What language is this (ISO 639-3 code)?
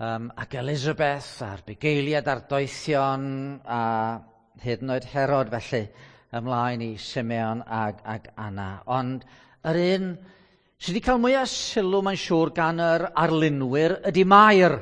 cym